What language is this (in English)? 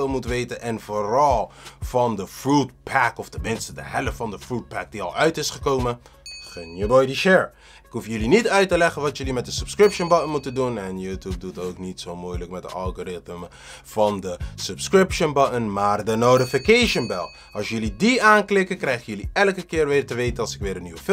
Dutch